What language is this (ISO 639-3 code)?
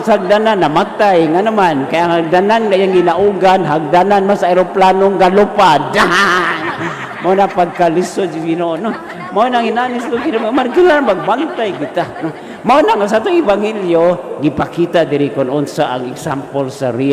ceb